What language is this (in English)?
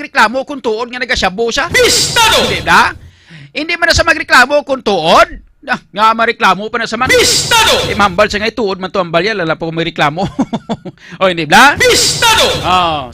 Hiligaynon